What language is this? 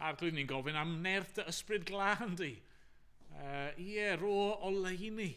Welsh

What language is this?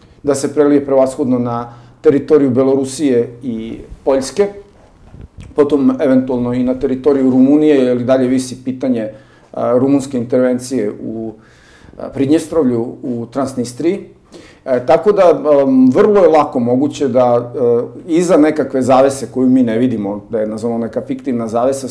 Serbian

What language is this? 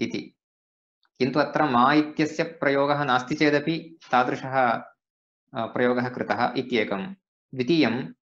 Sanskrit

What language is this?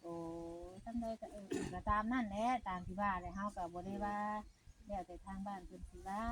Northeastern Thai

